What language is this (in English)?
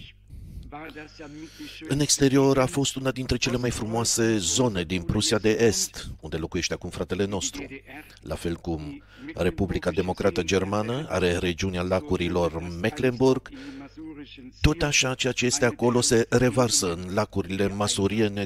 Romanian